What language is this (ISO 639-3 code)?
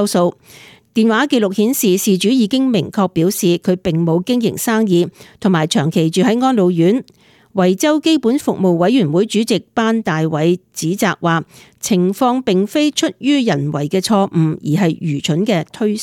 yue